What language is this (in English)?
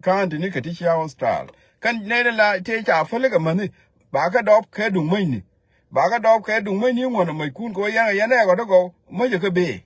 Nuer